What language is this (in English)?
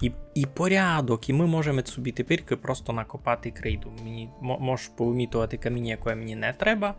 Rusyn